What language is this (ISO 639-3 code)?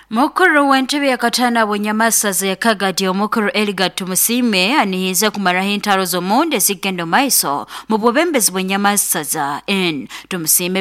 nyo